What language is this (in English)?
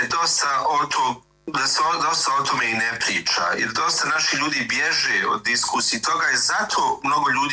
Bosnian